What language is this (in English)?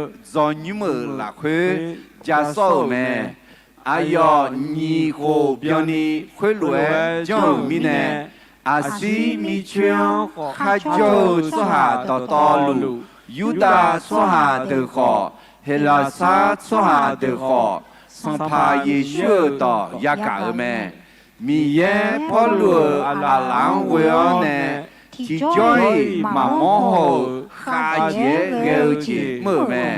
Akha